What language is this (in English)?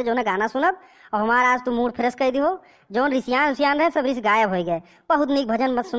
Awadhi